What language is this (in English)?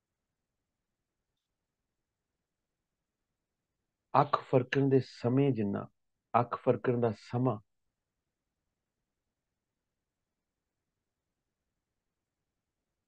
Punjabi